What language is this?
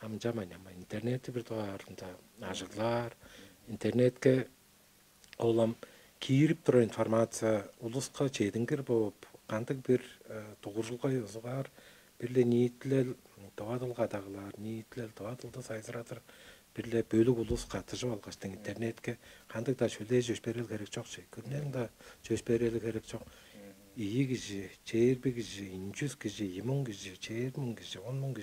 Tuvinian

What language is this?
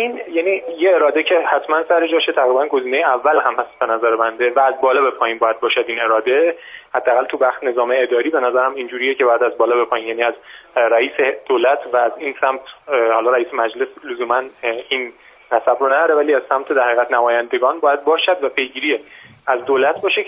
Persian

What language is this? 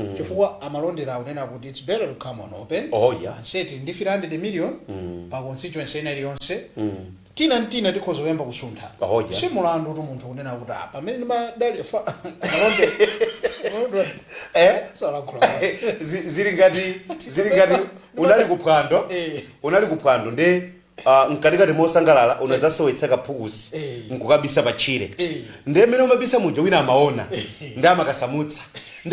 Nyanja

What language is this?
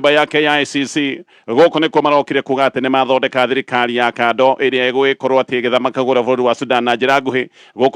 Kikuyu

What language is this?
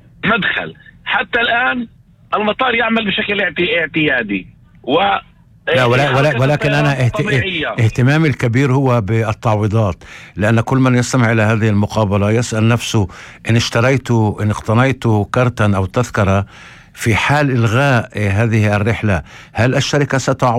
North Levantine Arabic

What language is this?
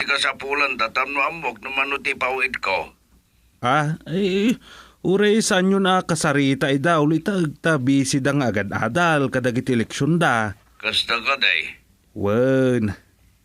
Iloko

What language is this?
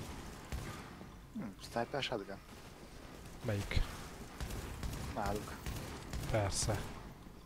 Hungarian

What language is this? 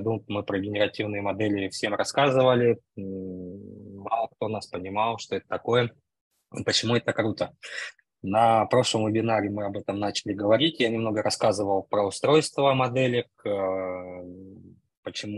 Russian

